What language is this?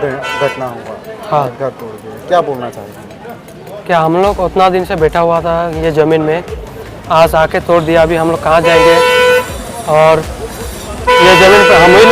Sadri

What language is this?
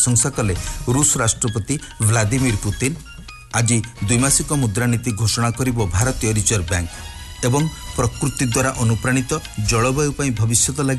Odia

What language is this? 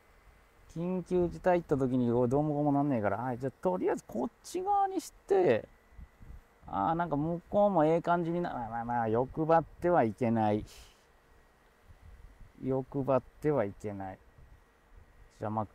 Japanese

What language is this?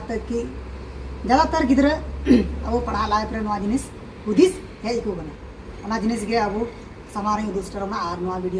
Santali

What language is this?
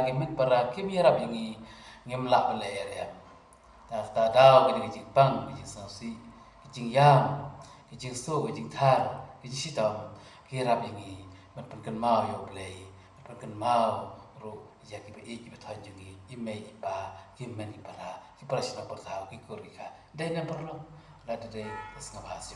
Khasi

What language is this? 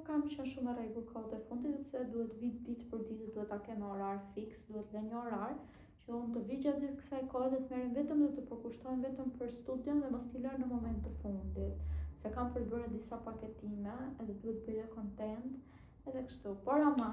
Albanian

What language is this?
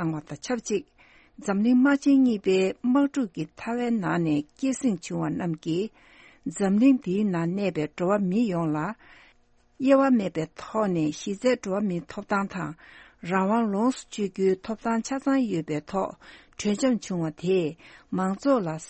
Tibetan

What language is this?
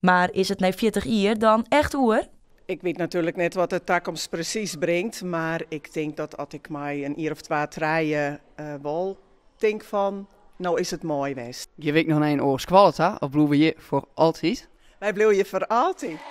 Western Frisian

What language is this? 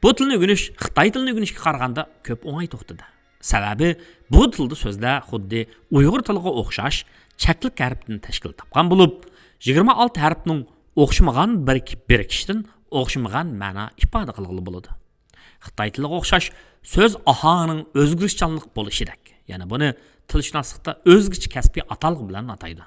Uyghur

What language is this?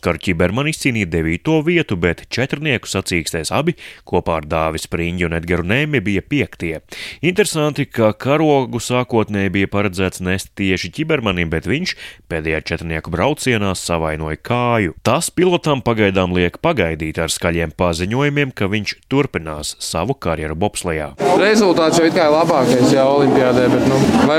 Latvian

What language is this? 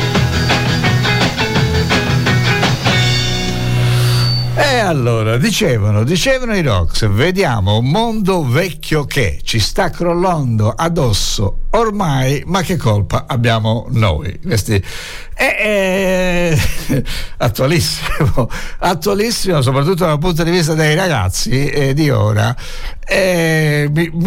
Italian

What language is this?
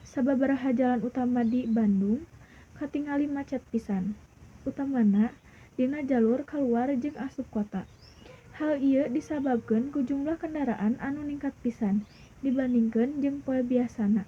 Sundanese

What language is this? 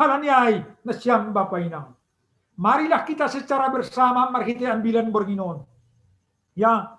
Batak Simalungun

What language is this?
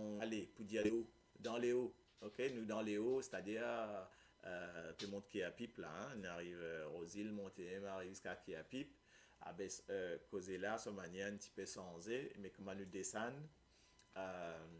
Morisyen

